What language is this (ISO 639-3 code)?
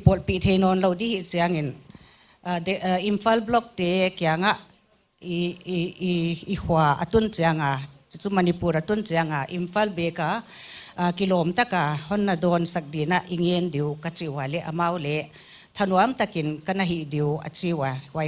pck